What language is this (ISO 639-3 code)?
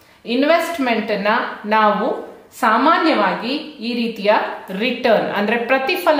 kan